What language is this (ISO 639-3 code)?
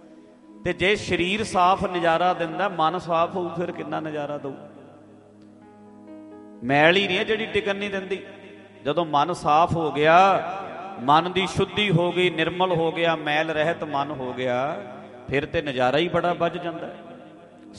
pan